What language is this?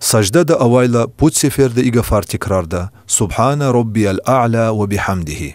Lezghian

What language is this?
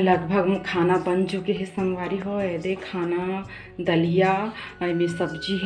Chhattisgarhi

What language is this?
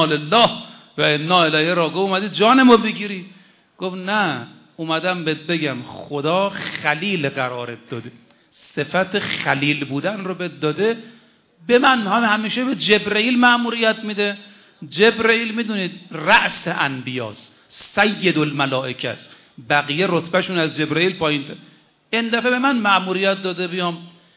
Persian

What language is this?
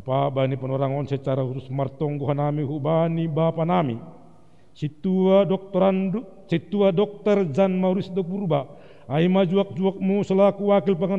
Batak Simalungun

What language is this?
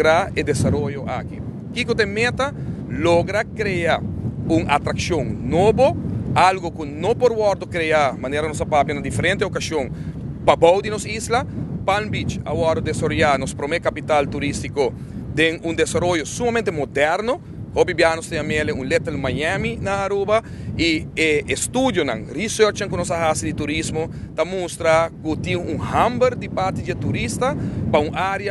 Papiamento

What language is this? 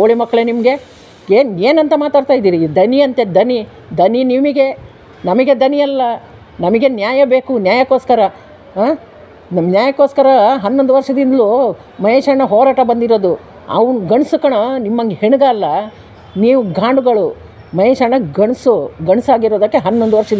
Kannada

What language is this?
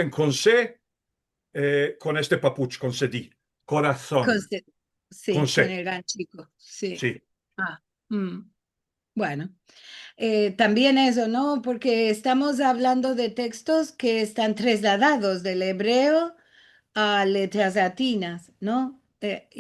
Ladino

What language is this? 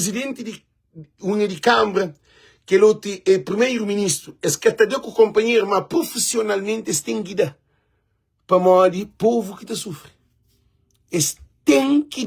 Kabuverdianu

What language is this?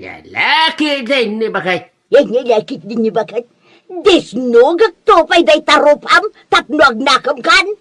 Iloko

